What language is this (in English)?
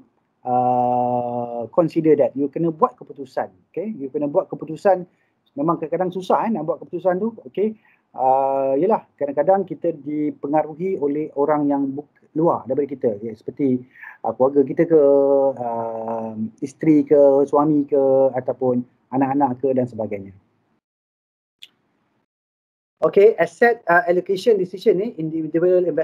Malay